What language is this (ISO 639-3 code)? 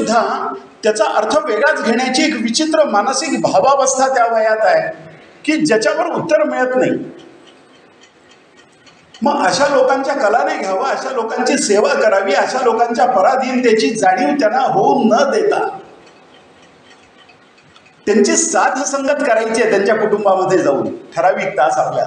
mar